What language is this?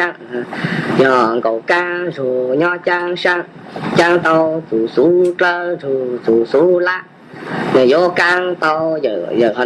Hmong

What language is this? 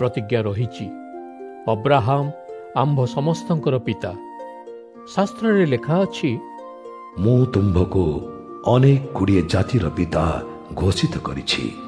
Odia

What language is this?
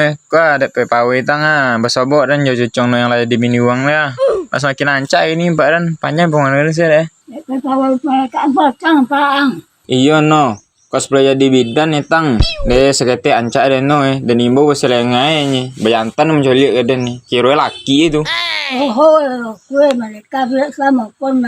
Minangkabau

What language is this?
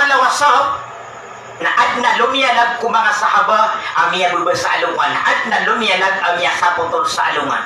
Maranao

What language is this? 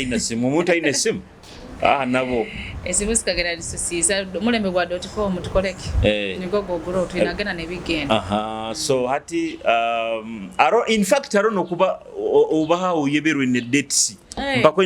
Nyoro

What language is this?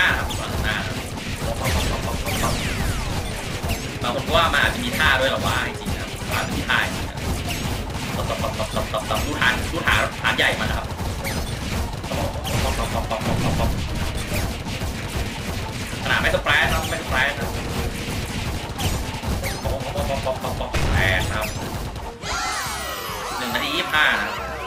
Thai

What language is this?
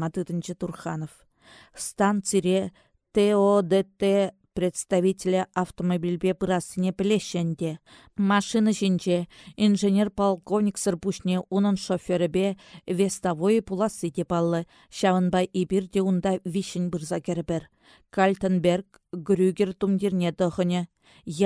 Chuvash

